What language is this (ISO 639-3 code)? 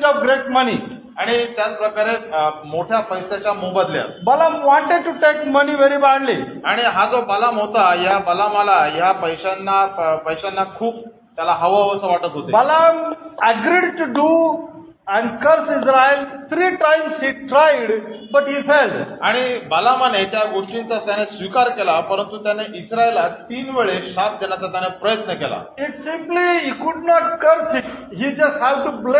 mar